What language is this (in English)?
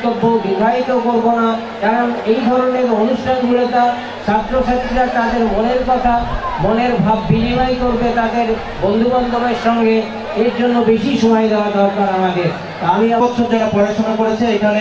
Bangla